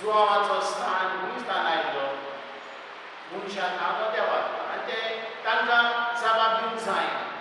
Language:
Konkani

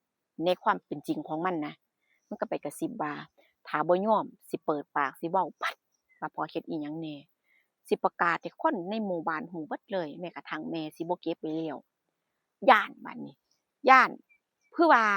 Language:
Northeastern Thai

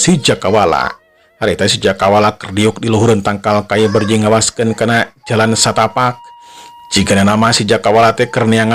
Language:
Sundanese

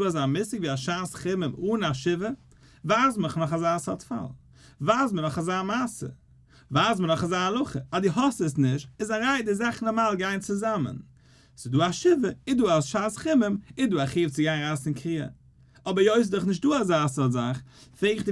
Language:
Yiddish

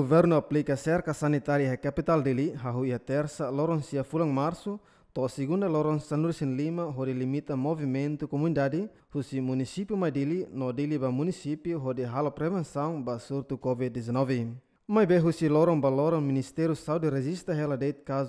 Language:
Tetum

